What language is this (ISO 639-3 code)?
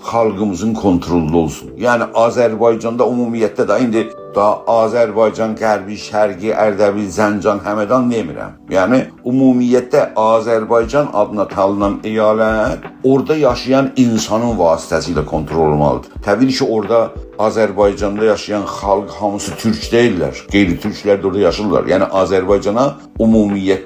azb